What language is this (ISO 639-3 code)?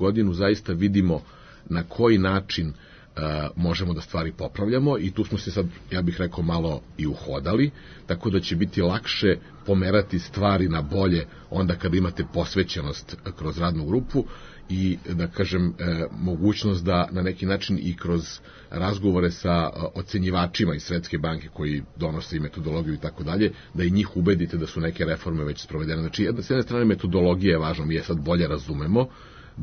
srp